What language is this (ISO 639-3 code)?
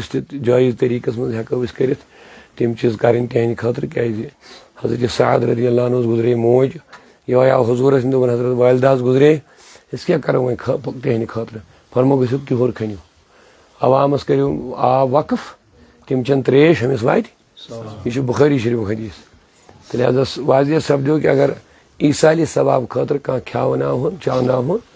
kas